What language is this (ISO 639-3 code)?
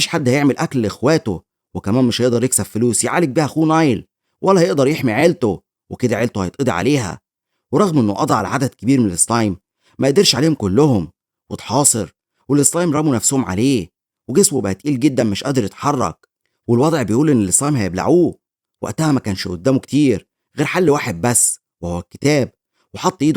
arz